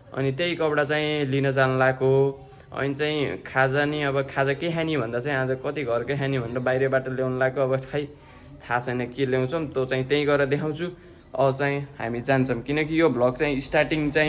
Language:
Nepali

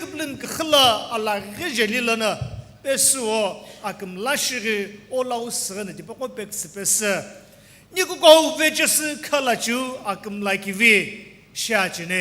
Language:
Sumi Naga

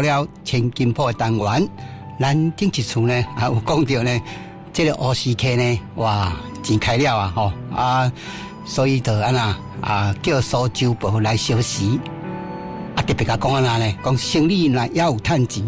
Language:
Min Nan Chinese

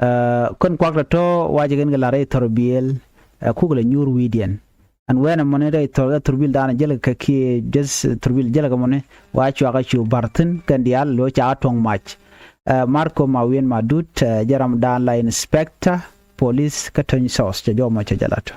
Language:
Nuer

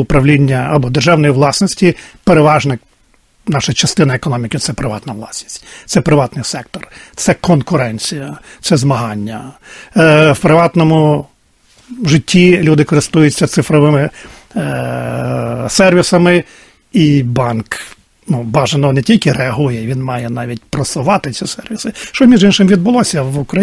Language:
Ukrainian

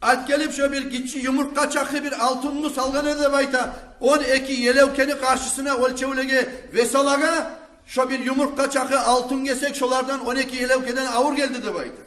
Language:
Kumyk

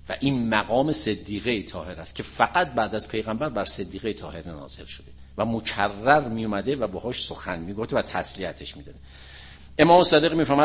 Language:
Persian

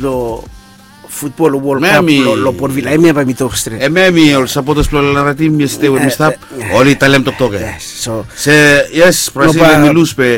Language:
Bislama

